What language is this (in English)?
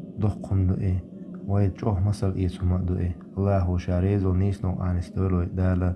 Chechen